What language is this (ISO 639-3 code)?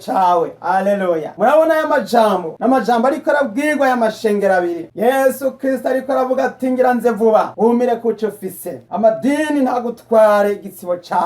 run